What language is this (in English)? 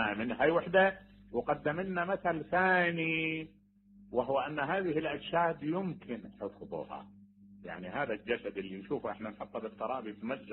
Mesopotamian Arabic